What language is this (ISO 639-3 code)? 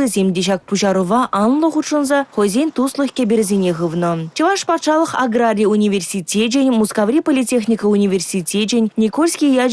chv